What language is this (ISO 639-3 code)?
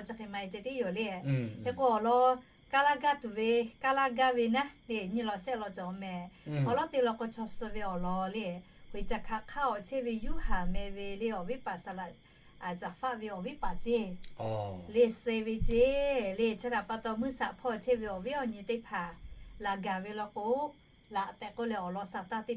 lhu